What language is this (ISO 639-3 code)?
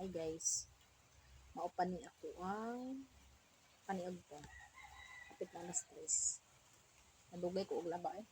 ceb